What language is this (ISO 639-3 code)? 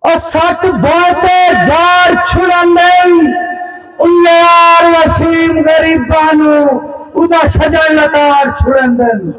skr